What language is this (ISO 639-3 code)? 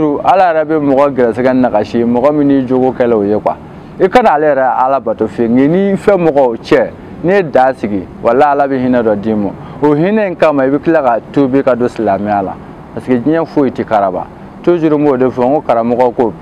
bam